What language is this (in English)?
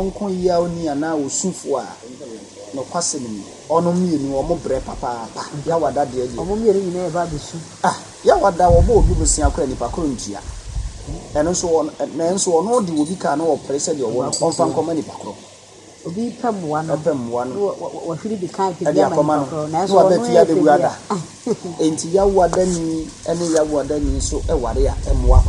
Akan